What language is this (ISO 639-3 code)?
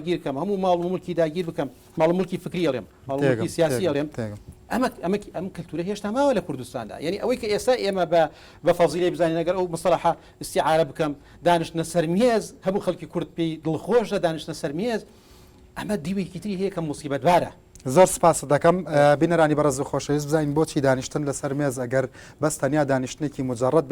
ckb